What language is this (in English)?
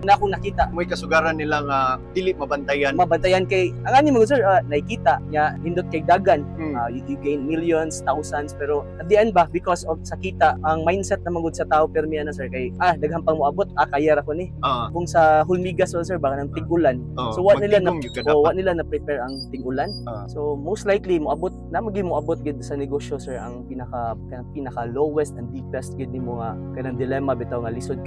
Cebuano